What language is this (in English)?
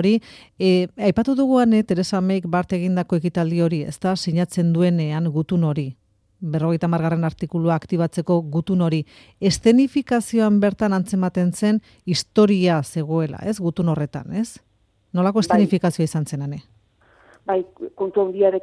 Basque